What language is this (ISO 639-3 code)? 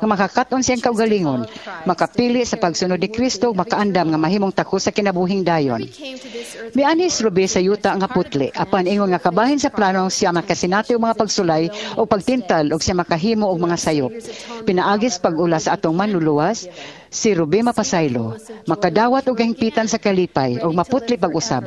ceb